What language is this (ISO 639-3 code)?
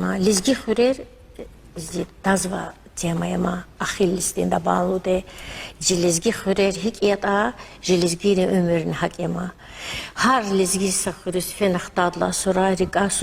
lez